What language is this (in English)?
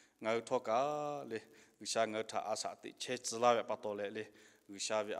Lahu